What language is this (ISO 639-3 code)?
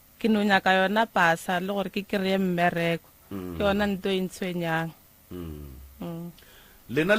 nso